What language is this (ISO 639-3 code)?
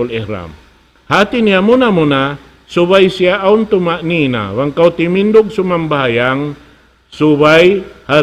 tsg